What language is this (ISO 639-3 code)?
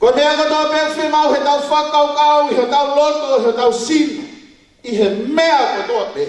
ton